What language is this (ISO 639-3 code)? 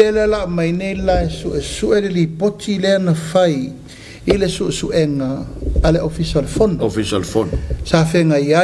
smo